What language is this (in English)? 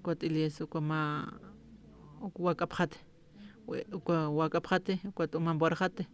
Aymara